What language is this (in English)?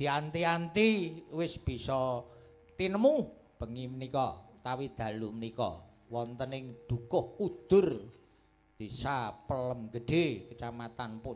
Javanese